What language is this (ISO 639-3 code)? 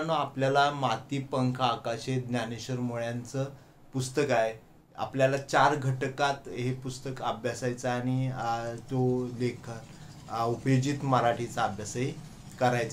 mar